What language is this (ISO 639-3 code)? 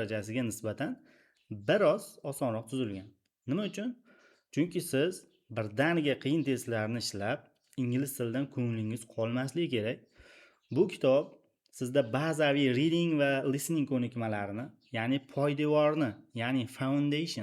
uzb